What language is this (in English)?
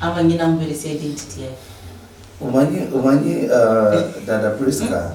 Luyia